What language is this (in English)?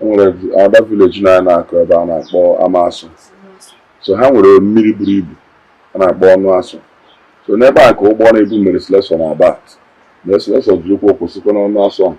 Igbo